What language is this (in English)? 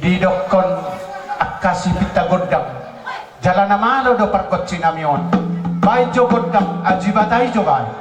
Batak Toba